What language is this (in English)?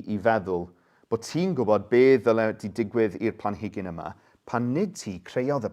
Welsh